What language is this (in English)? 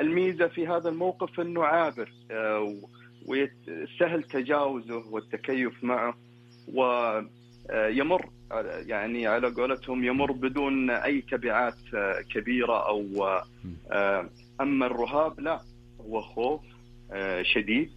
Najdi Arabic